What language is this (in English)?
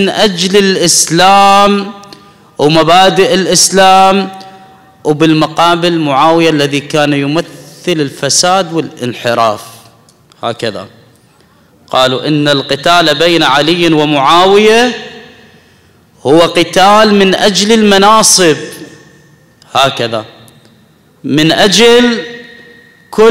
Arabic